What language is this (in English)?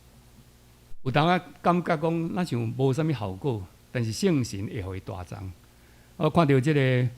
Min Nan Chinese